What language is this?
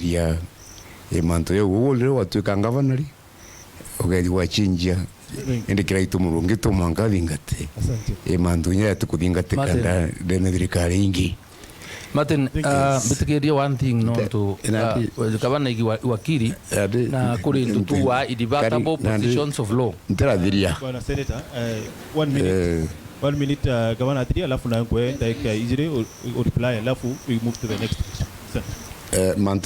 Meru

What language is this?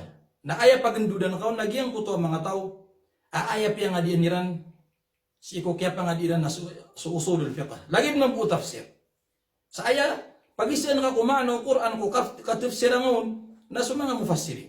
Maranao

